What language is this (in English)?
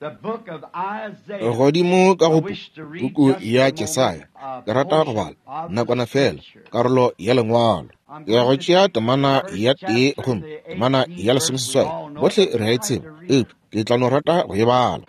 Northern Sotho